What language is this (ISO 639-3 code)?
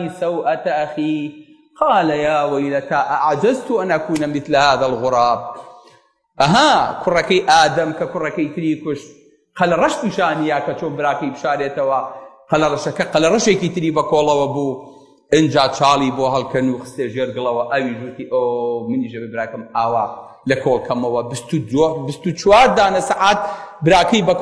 ckb